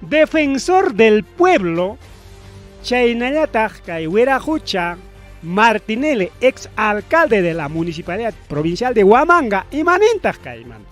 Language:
Ayacucho Quechua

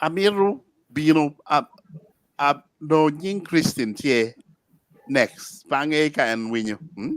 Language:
Acoli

